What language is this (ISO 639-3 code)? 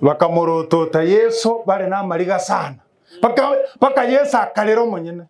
guz